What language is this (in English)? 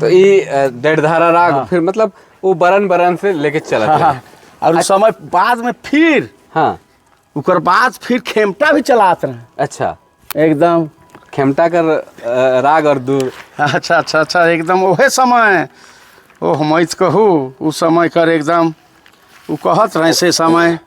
Sadri